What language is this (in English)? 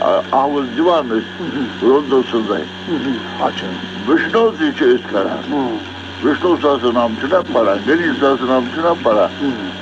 Kashmiri